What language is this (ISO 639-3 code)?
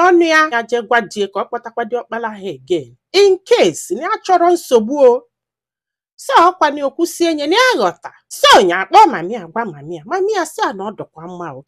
ibo